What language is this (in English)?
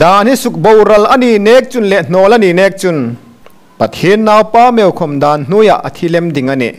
Hmar